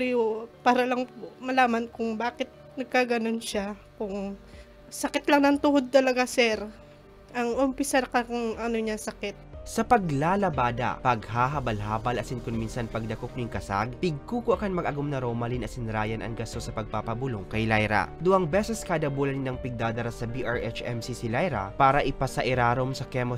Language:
Bikol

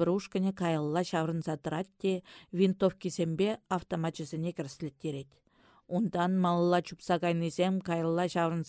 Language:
Chuvash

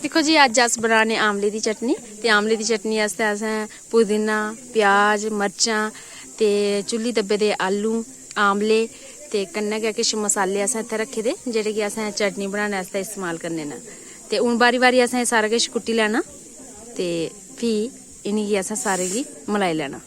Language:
Dogri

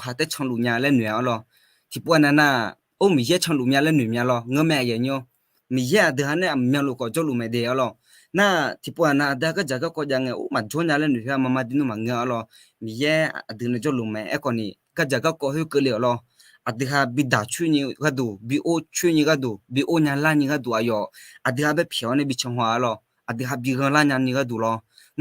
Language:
Akha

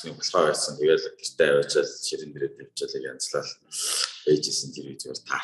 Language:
Mongolian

